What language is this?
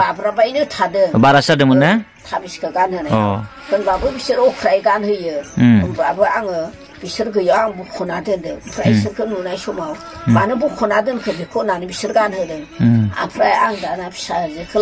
Bodo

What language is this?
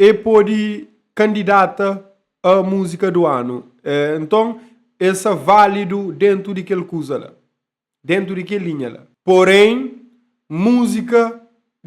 Kabuverdianu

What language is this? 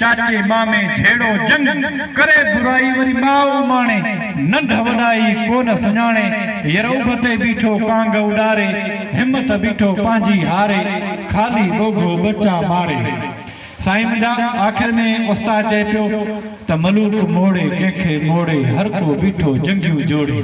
Sindhi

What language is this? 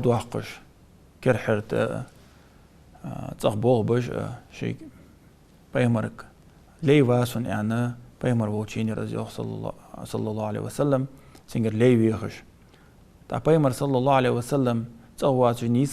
Ingush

